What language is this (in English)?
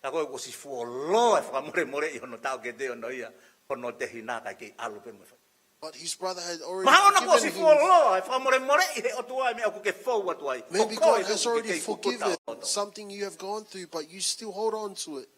Tongan